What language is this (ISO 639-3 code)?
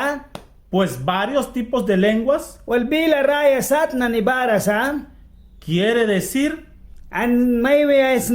miq